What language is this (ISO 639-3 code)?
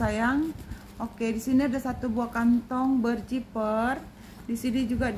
ind